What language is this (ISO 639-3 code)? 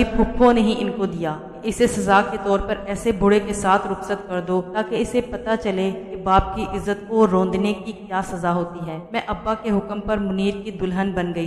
urd